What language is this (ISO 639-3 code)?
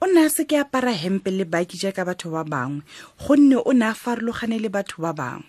tsn